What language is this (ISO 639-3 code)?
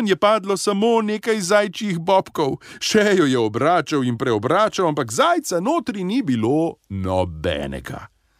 slv